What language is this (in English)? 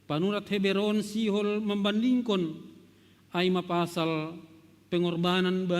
Batak Simalungun